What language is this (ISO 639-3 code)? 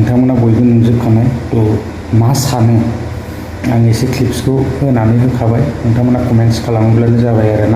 brx